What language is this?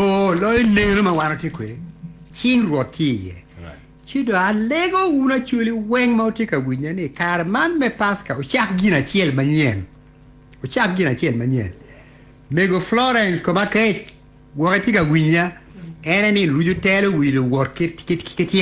Acoli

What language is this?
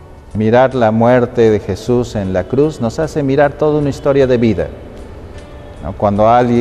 Spanish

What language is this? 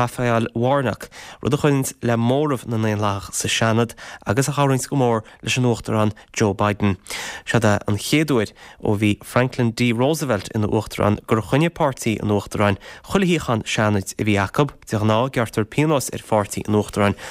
Irish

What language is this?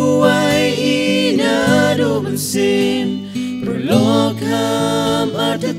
Khasi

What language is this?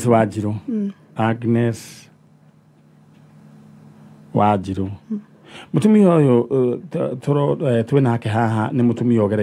Kikuyu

